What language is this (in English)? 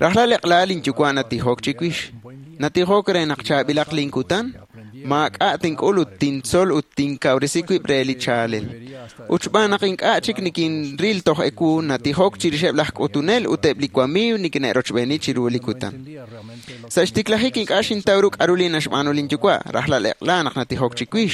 Kekchí